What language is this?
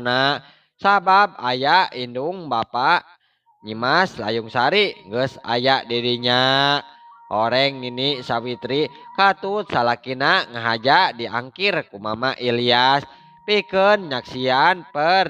Sundanese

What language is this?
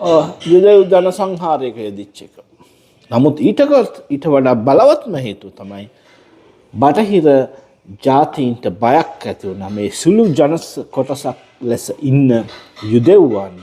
Sinhala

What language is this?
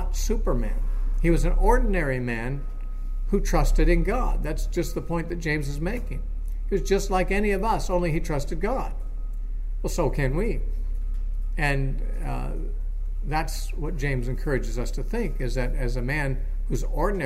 English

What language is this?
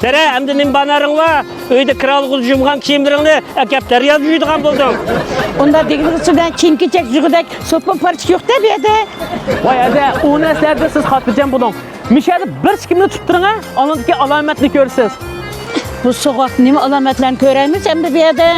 Uyghur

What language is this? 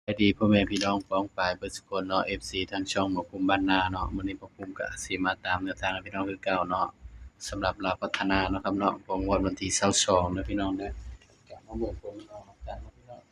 Northeastern Thai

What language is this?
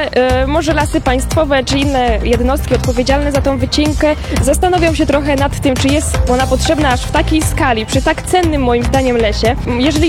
Polish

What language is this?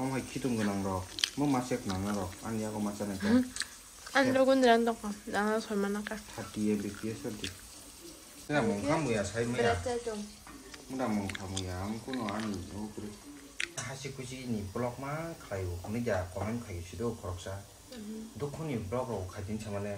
Kok Borok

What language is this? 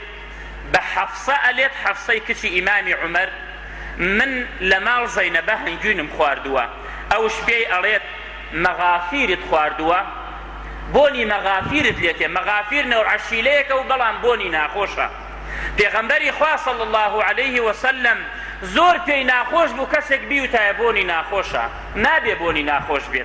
Central Kurdish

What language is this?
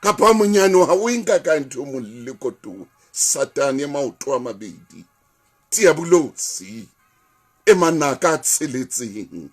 Southern Sotho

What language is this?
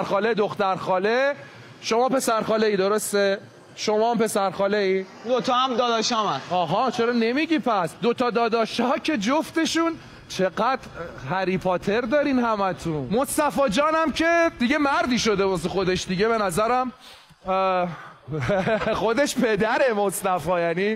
Persian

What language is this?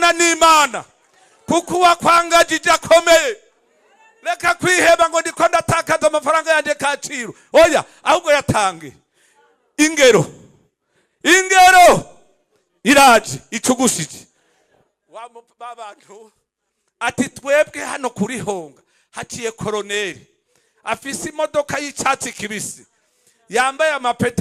Rundi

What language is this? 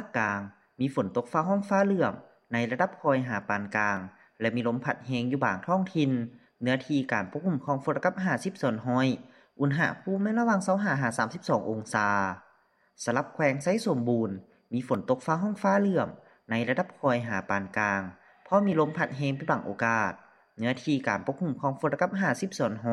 Lao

